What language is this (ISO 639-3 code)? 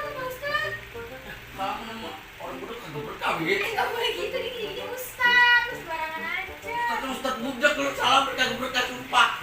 bew